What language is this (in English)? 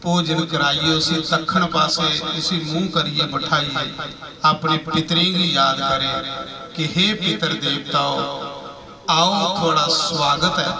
Dogri